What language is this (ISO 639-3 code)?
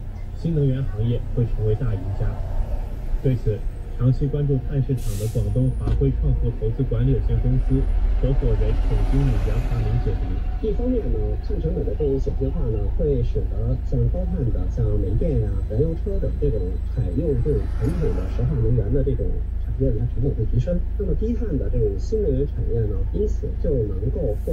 zho